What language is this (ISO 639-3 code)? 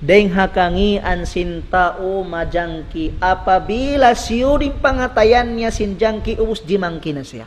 tsg